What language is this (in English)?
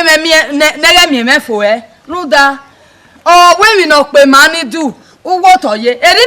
Bini